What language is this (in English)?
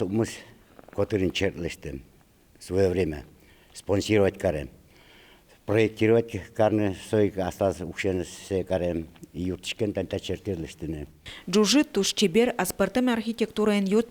Udmurt